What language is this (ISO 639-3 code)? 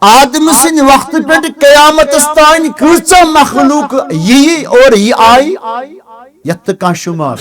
kas